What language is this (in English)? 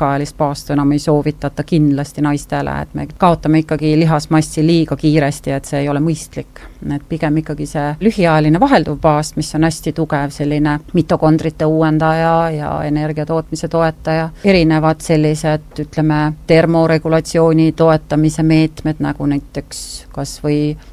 Estonian